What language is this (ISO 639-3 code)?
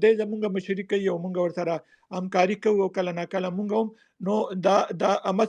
pus